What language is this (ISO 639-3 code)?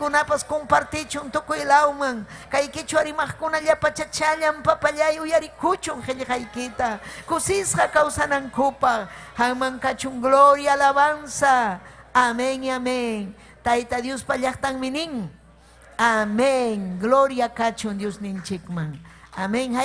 quy